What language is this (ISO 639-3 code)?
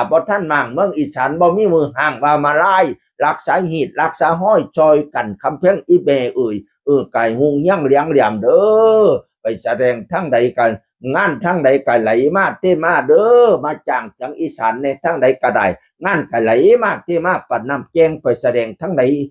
tts